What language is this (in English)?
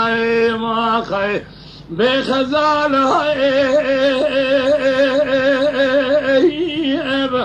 Kurdish